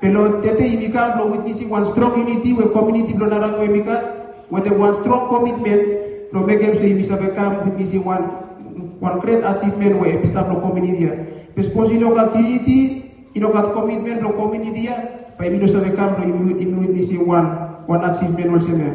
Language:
Bislama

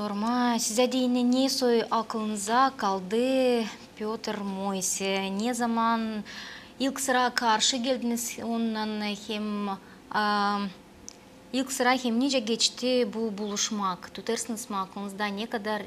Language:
Gagauz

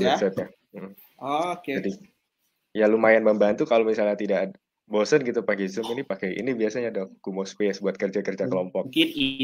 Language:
Indonesian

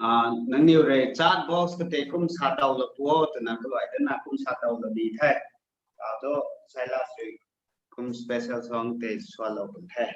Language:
Rongmei Naga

